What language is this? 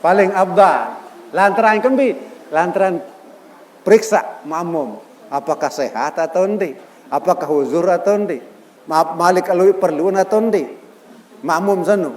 Sasak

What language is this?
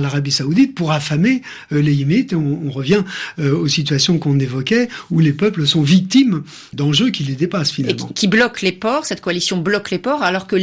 French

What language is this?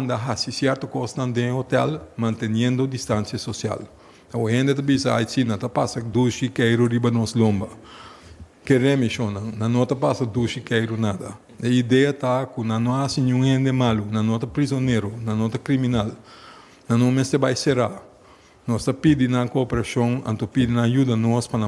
Papiamento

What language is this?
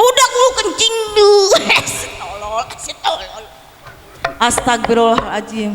Betawi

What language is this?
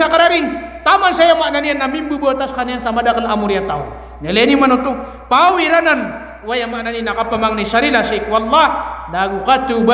Maranao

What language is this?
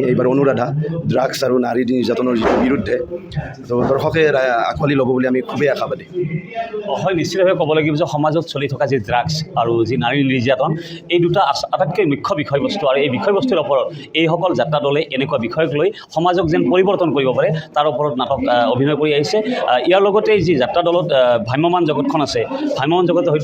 Assamese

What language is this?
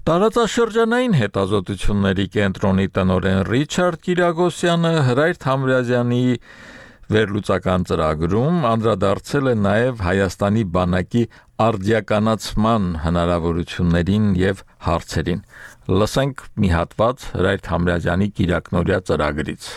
Armenian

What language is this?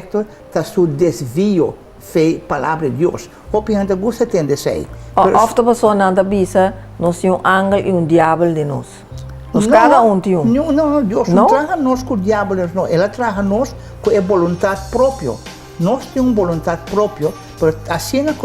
Papiamento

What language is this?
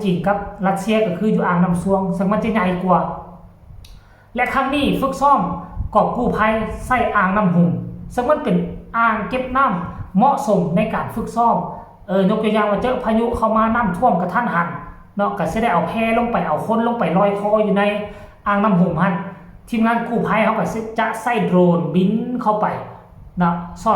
Lao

